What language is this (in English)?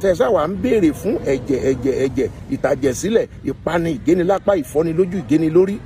Yoruba